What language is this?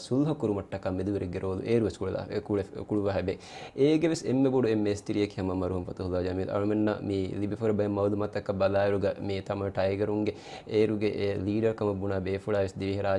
Divehi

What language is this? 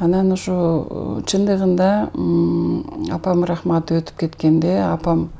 Kyrgyz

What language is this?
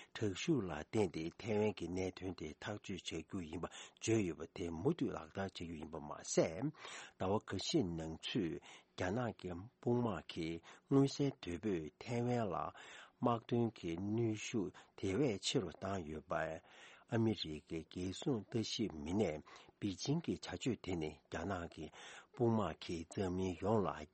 Tibetan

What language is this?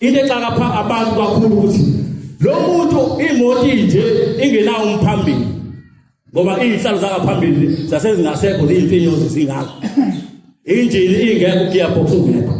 Zulu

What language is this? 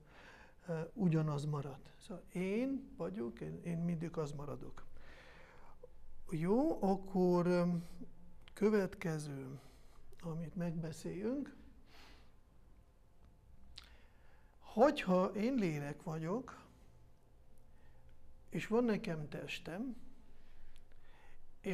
Hungarian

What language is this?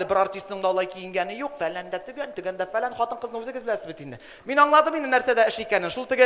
Tatar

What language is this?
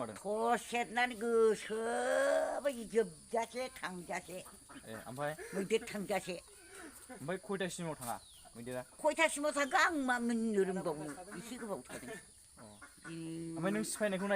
Bodo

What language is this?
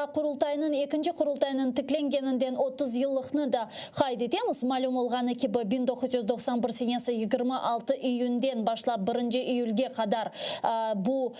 Crimean Tatar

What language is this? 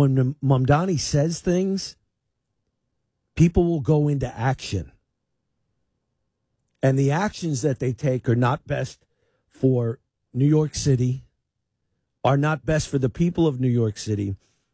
English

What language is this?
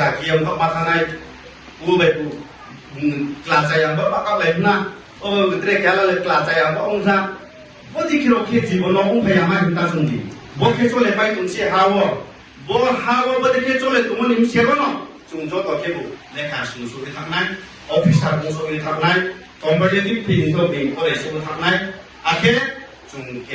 Riang (India)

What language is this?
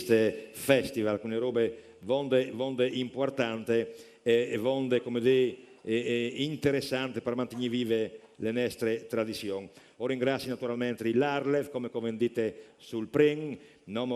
Friulian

